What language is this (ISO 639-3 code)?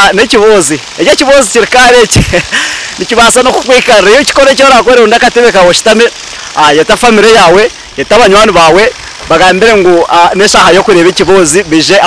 nyn